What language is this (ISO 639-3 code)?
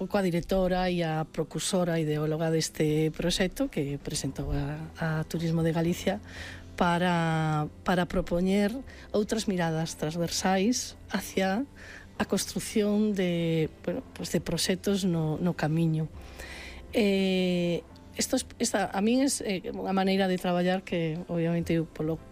glg